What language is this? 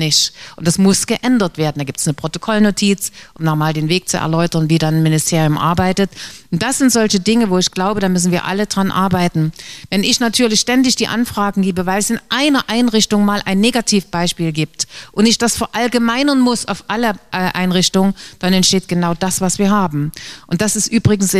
German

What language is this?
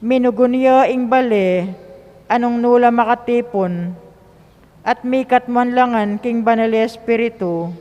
Pampanga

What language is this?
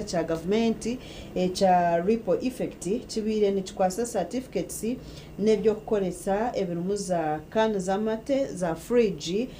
Nyankole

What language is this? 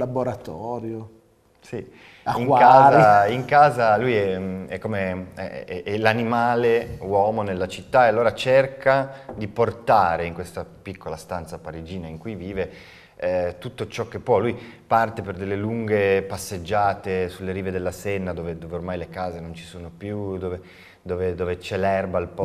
Italian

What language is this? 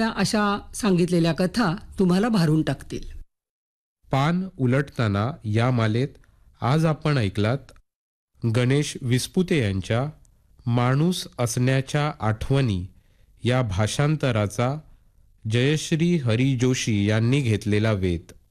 Marathi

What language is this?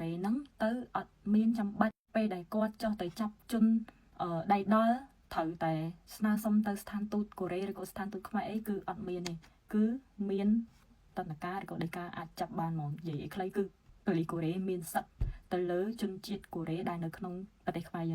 Khmer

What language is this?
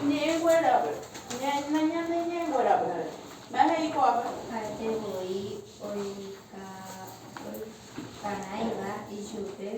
Guarani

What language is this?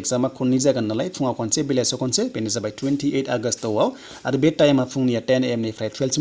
Bodo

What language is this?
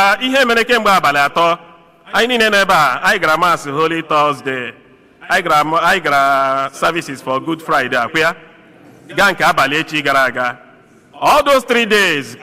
Igbo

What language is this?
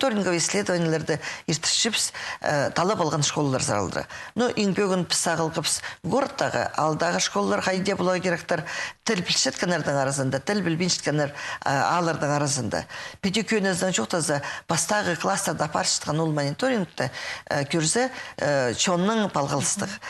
Khakas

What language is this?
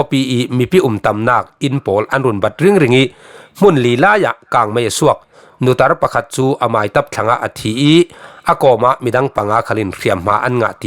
Falam Chin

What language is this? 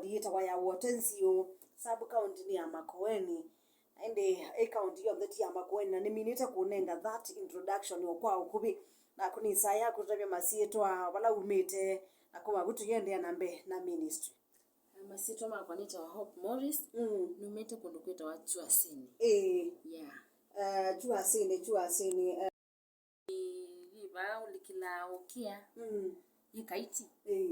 Kamba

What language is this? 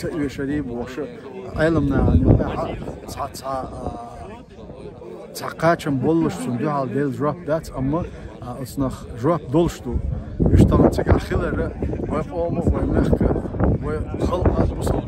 Chechen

